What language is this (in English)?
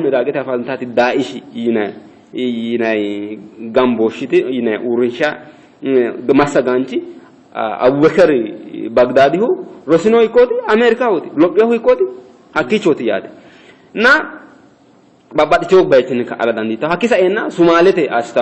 Sidamo